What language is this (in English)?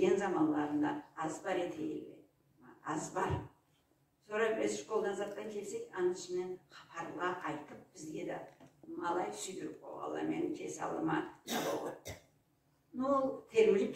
Karachay-Balkar